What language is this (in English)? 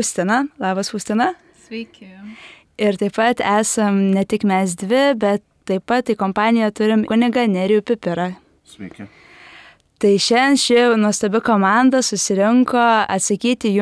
Lithuanian